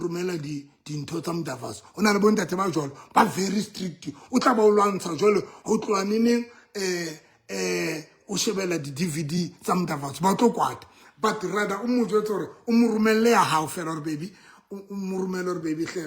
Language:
Southern Sotho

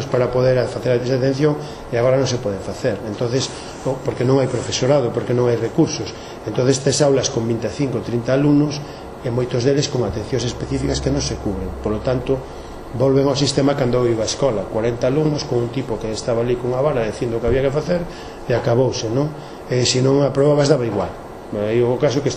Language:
Galician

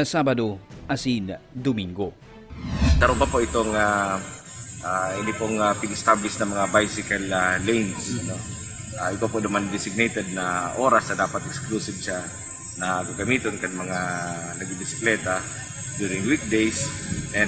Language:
Bikol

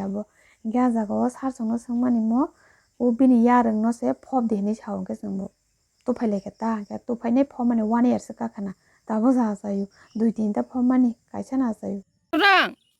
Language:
Kok Borok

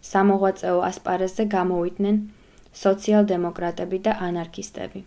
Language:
Georgian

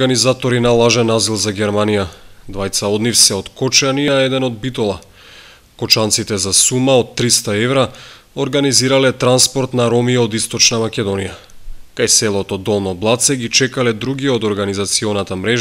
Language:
Macedonian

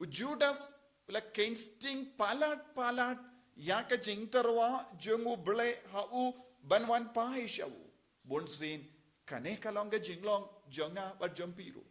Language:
Khasi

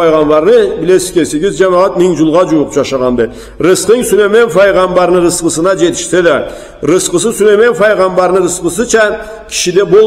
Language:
Karachay-Balkar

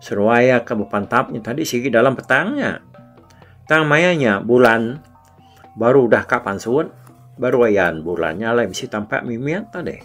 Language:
Iban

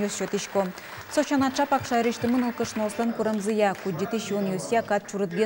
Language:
Udmurt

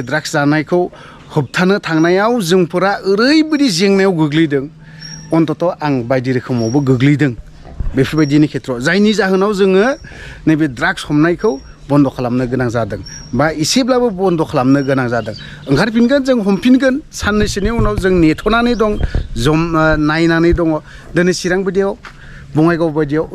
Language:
Bodo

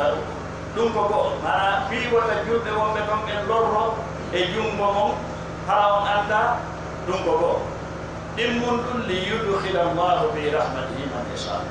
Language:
Fula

